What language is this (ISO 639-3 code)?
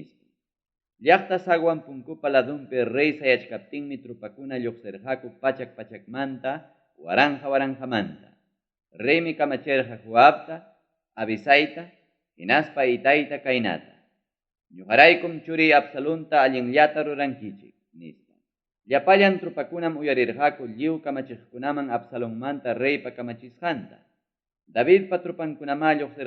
quy